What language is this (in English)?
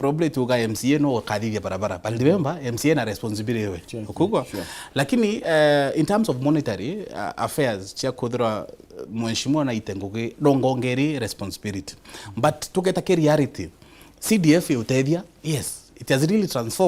Meru